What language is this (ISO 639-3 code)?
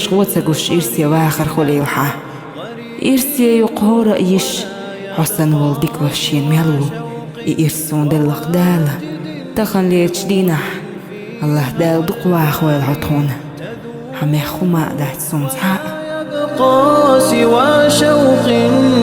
che